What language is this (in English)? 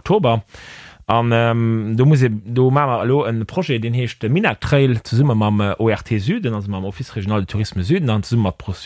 Luxembourgish